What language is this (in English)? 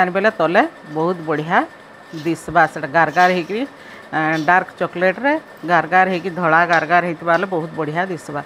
Sambalpuri